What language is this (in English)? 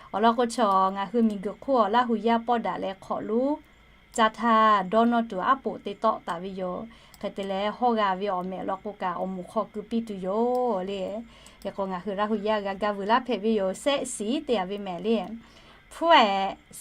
Lahu